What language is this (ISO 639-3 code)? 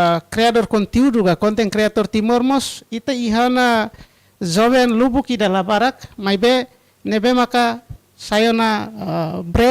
tet